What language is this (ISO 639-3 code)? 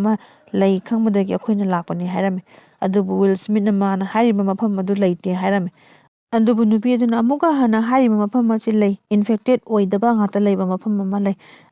mni